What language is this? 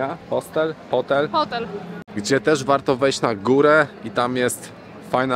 Polish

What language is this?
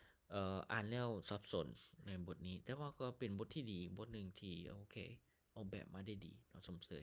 Lao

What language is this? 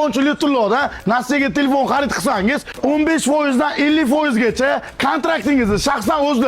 Uzbek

